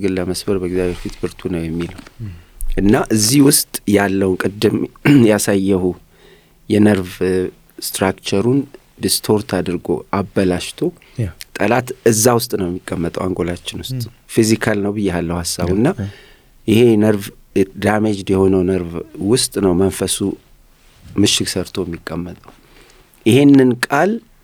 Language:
Amharic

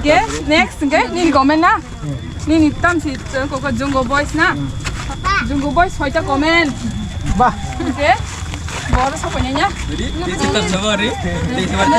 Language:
Kok Borok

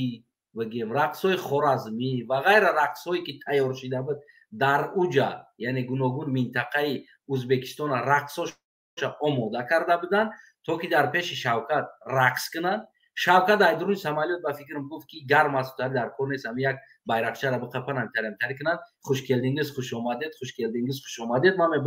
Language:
Tajik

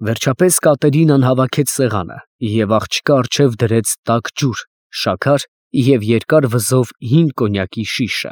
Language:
Armenian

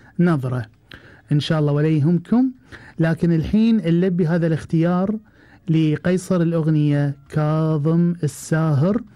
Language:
Gulf Arabic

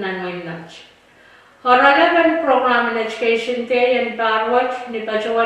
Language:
Pohnpeian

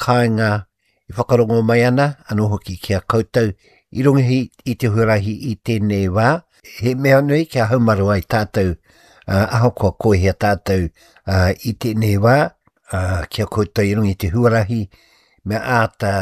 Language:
Māori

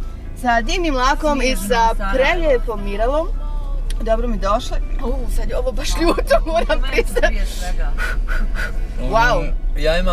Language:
Bosnian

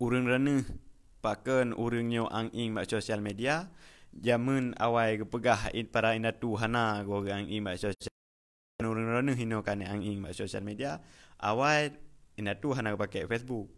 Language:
Achinese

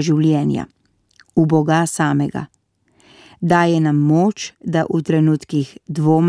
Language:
Slovenian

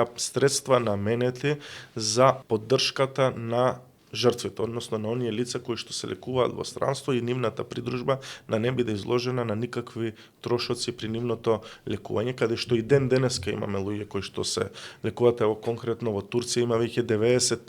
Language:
Macedonian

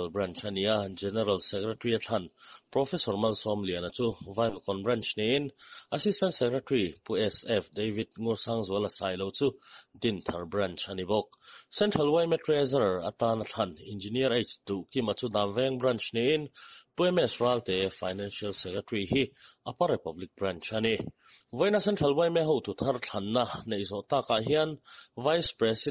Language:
Mizo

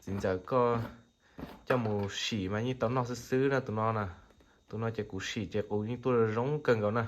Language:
Hmong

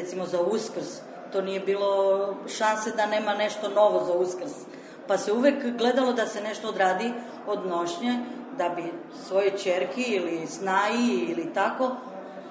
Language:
Serbian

